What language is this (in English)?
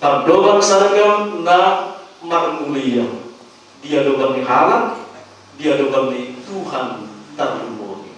Batak Toba